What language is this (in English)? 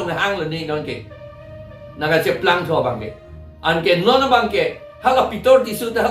Karbi